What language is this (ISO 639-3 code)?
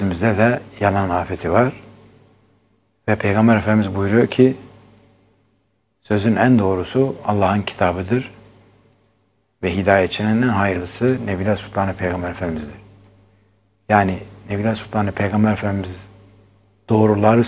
tur